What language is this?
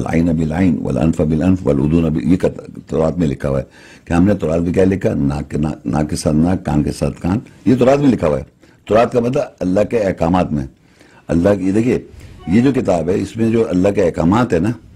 Urdu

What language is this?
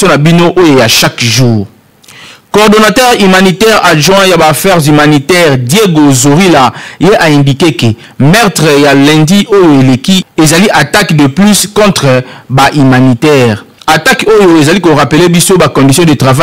Lingala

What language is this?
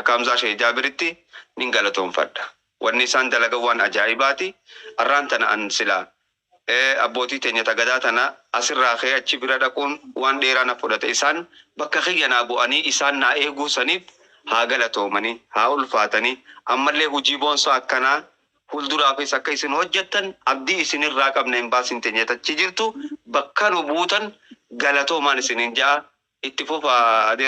Oromo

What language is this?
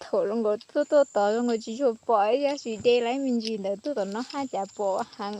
Hmong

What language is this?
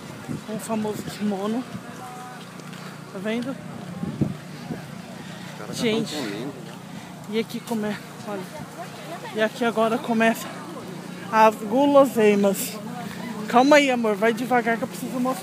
Portuguese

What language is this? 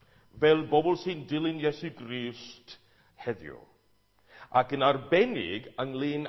Welsh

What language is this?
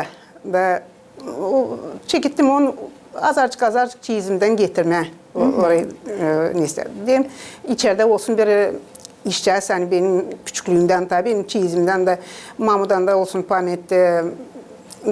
Gagauz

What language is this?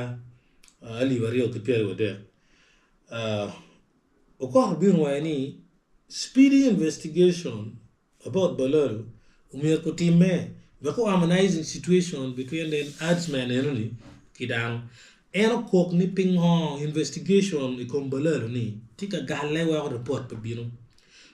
Acoli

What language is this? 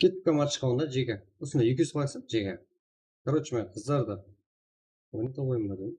Kara-Kalpak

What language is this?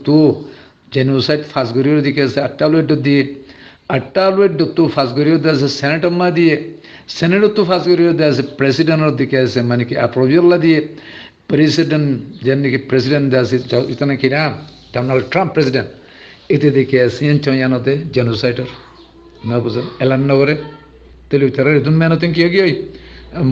Rohingya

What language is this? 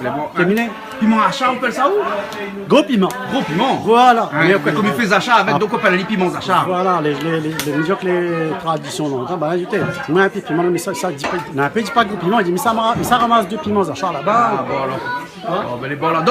Réunion Creole French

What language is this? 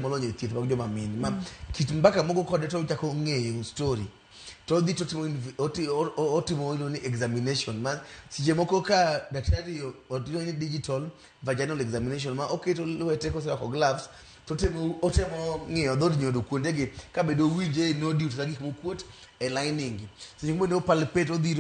Luo (Kenya and Tanzania)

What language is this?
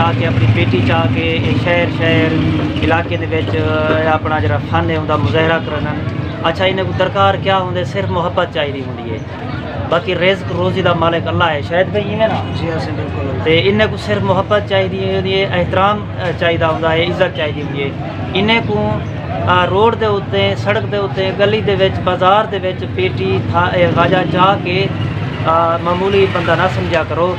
Saraiki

